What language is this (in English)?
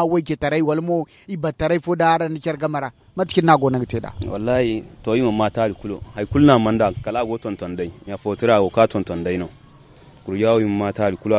Zarma